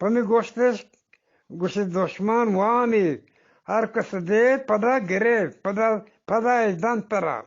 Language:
Eastern Balochi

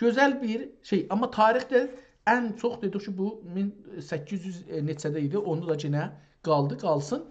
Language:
South Azerbaijani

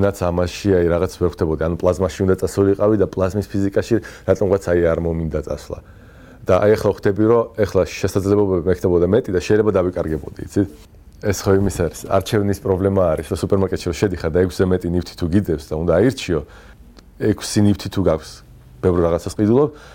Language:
Georgian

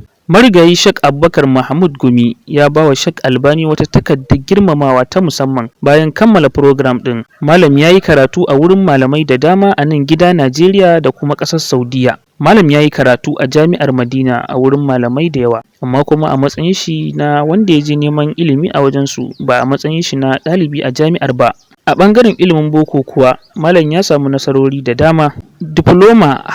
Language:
Hausa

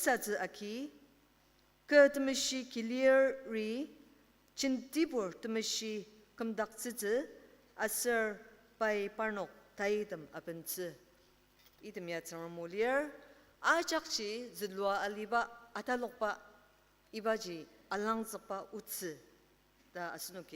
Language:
Ao Naga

